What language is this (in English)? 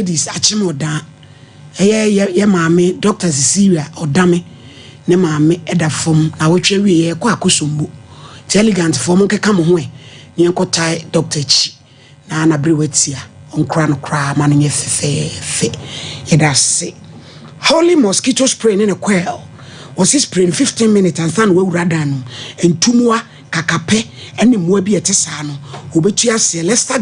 Akan